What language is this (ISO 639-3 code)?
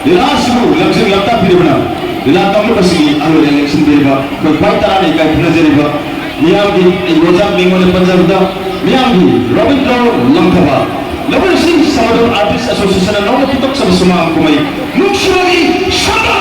mni